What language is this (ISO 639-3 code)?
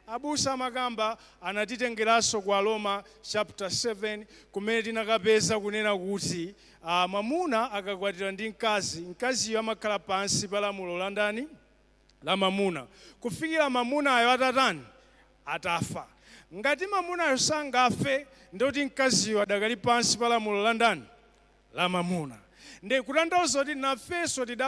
nya